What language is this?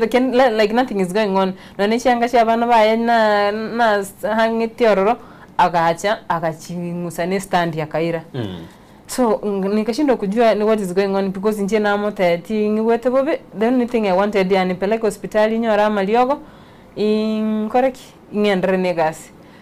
Gusii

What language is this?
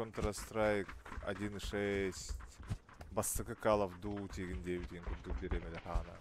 Yakut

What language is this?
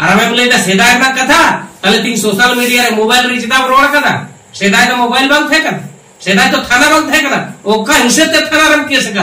Santali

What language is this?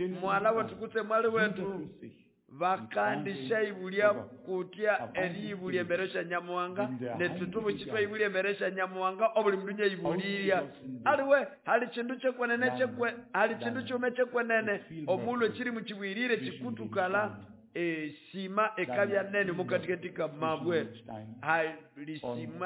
Nande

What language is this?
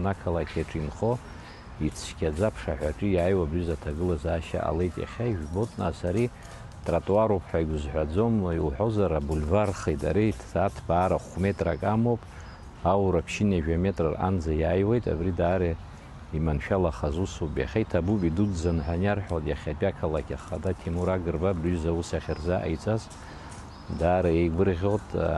Abkhazian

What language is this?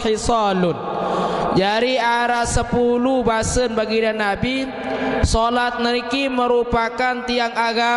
Sasak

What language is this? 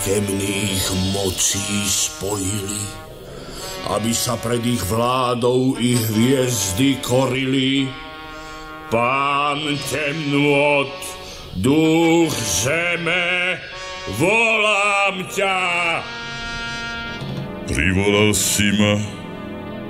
Slovak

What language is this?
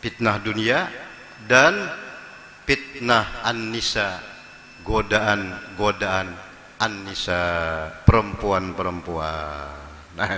Banjar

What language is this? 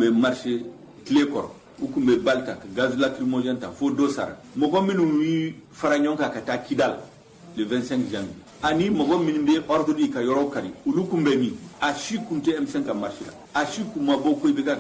Bambara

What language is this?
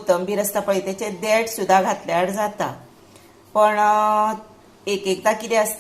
Konkani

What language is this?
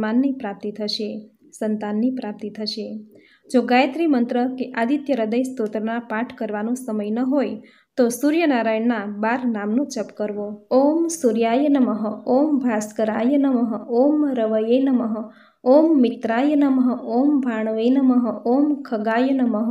Gujarati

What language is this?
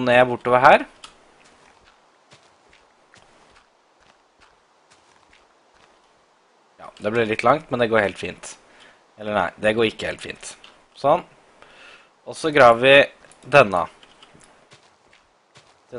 Norwegian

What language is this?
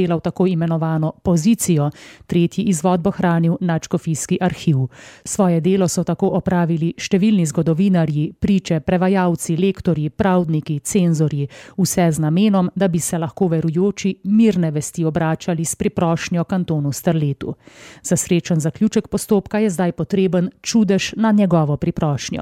Slovenian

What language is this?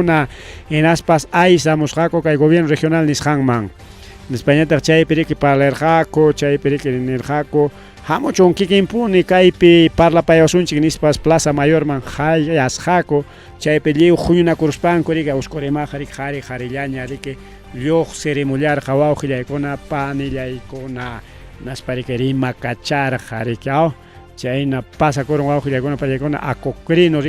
Ayacucho Quechua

